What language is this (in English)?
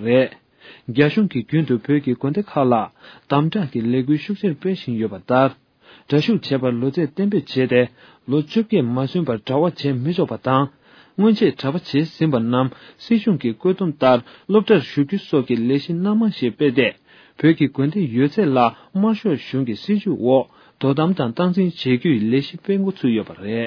Tibetan